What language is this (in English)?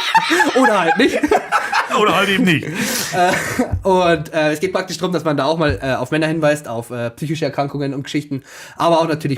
Bavarian